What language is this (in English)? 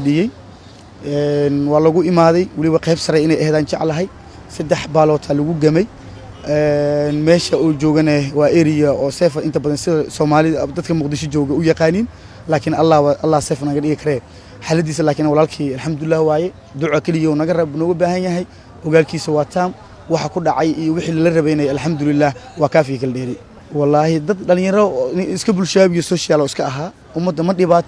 Somali